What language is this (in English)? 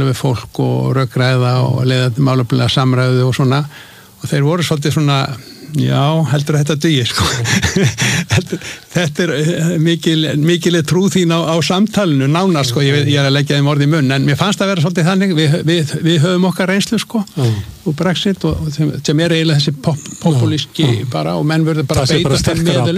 Icelandic